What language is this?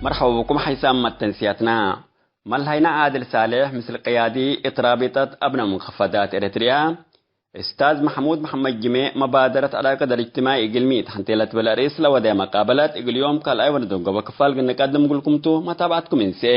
Tigre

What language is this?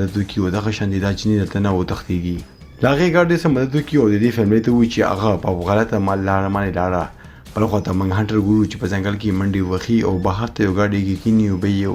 Pashto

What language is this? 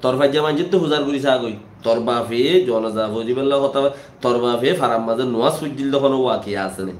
Rohingya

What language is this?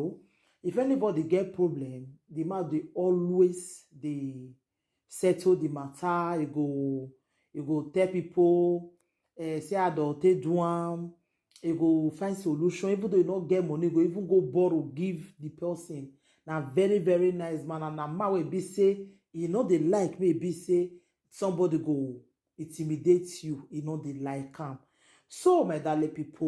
Nigerian Pidgin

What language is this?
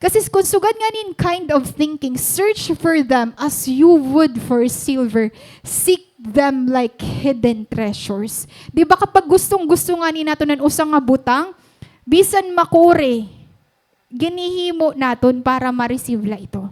Waray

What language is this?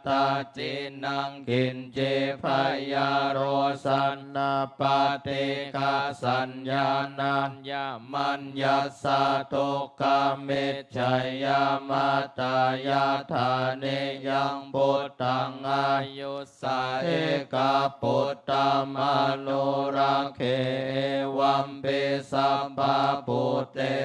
Pali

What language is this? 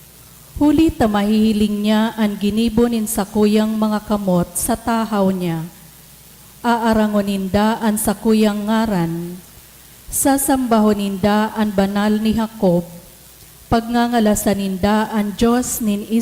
Bikol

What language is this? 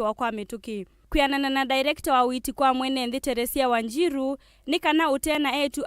Kamba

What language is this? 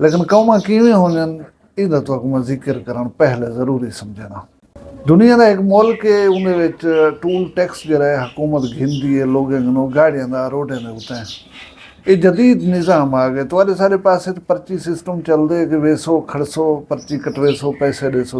Saraiki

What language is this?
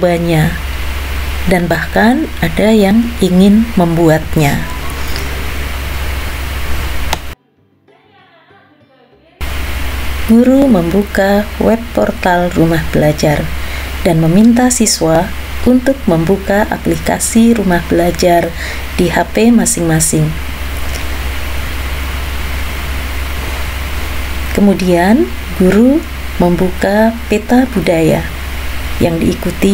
Indonesian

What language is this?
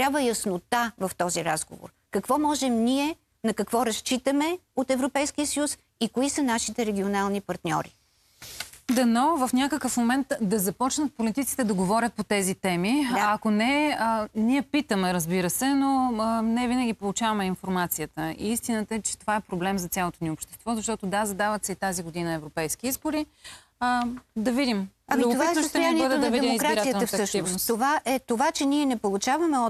Bulgarian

